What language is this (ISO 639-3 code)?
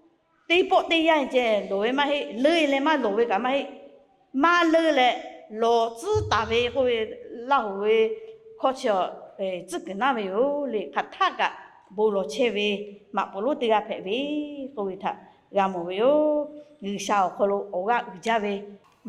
lhu